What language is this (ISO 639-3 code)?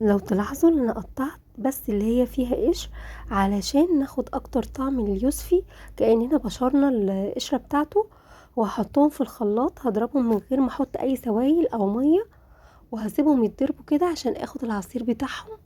arz